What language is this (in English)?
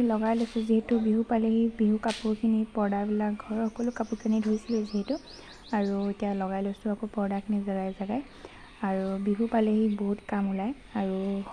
Assamese